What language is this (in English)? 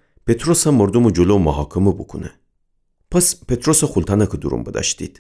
Gilaki